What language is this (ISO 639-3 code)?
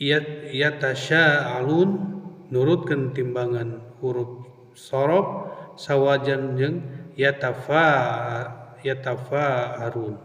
sun